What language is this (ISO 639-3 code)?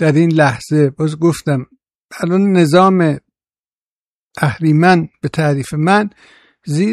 fas